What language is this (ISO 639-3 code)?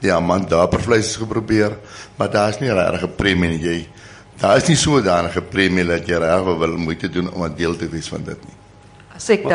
afr